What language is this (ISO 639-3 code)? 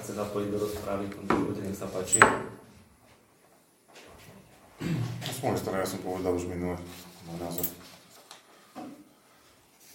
slk